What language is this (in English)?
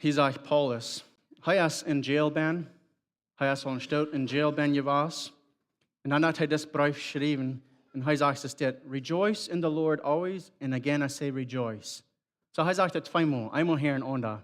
Plautdietsch